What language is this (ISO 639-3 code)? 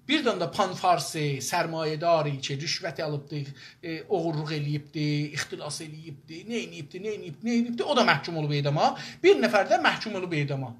azb